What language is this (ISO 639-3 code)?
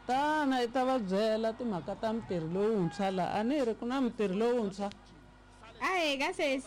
tso